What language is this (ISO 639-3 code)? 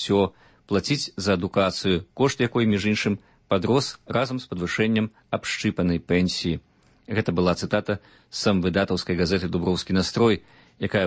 bel